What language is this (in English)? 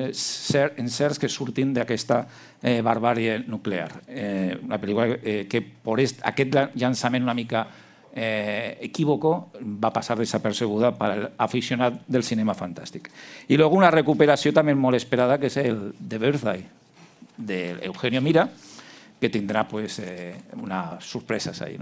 Catalan